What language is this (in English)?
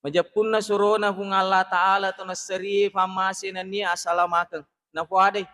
Buginese